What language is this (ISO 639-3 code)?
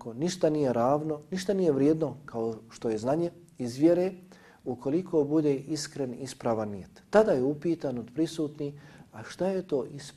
bos